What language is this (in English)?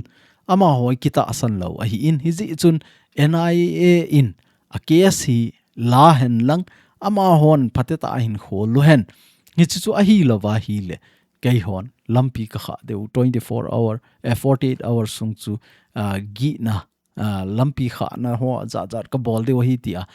Thado Chin